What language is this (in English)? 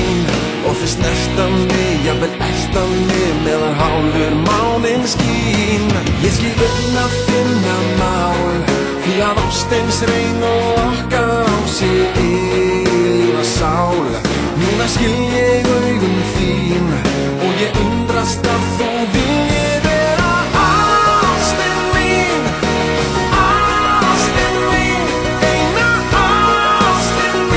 Icelandic